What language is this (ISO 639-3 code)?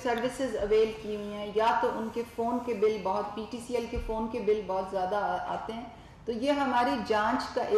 urd